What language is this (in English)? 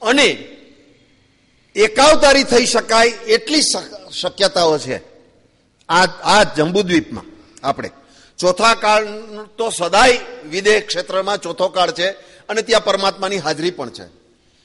Gujarati